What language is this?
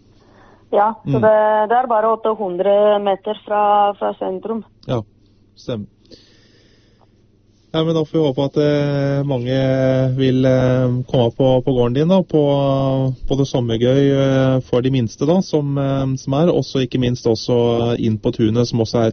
Norwegian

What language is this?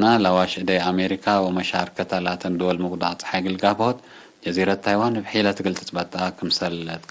Tigre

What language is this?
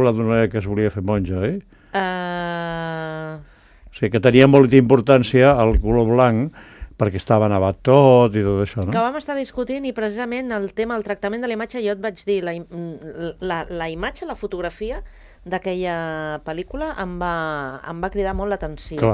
Catalan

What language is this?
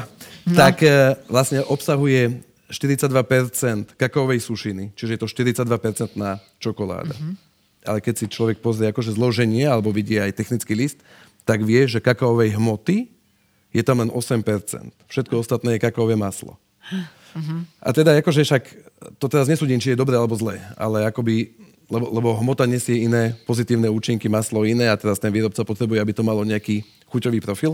Slovak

